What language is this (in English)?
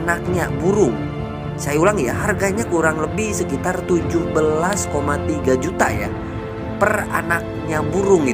Indonesian